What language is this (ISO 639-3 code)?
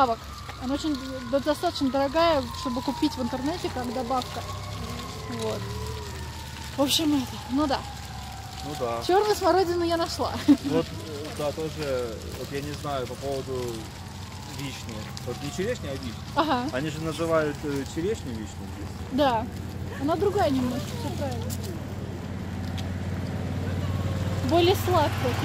rus